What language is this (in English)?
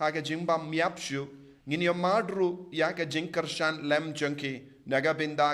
Khasi